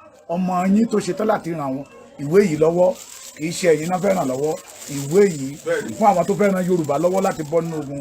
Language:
Yoruba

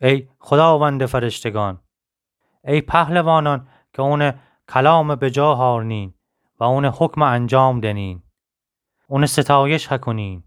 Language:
Gilaki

